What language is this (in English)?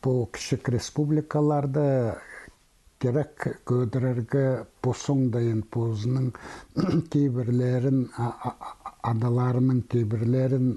Khakas